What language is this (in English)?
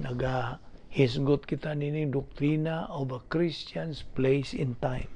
Cebuano